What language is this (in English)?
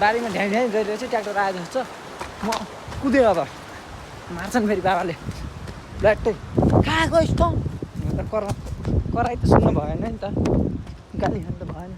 Nepali